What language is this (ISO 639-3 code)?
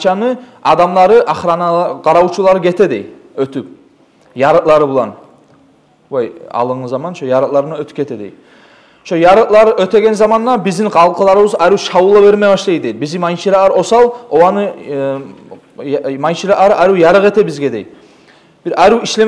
kum